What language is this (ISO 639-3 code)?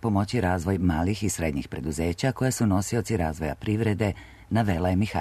srp